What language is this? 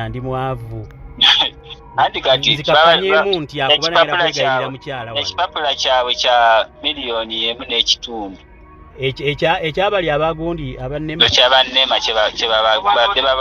Ganda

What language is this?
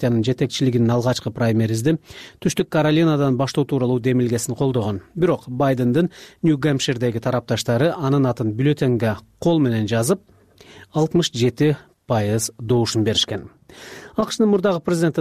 Kyrgyz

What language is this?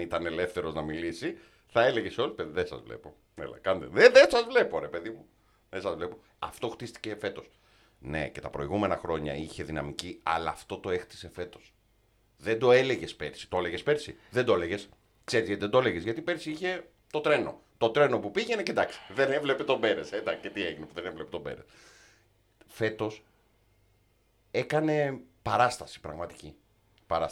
Greek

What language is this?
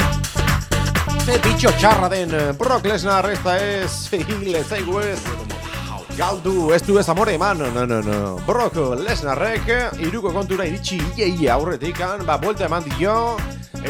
Basque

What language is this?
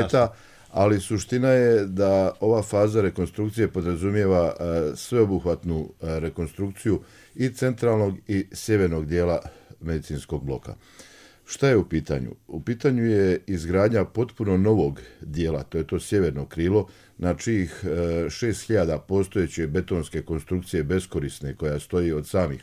Croatian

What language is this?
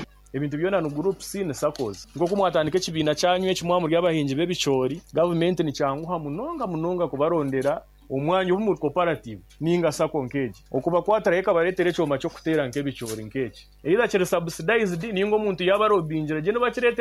Nyoro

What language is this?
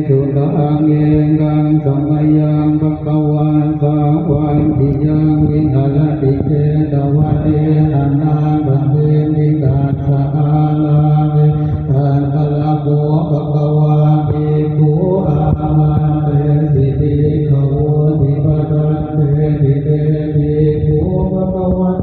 Pali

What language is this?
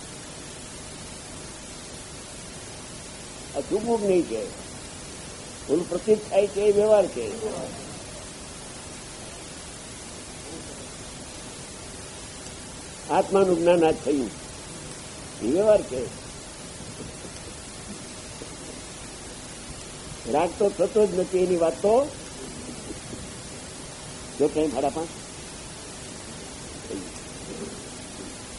Gujarati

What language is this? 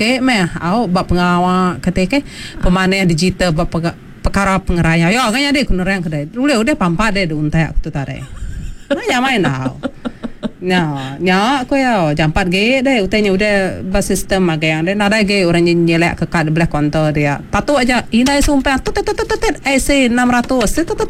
Iban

